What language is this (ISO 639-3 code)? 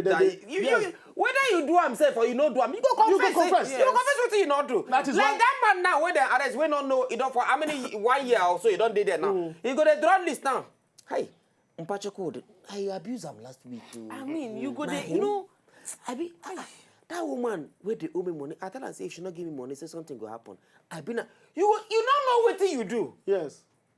pcm